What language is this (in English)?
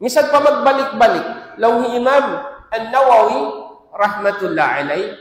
Tausug